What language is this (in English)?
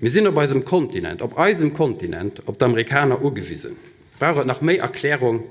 Luxembourgish